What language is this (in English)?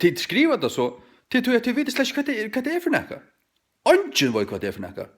Faroese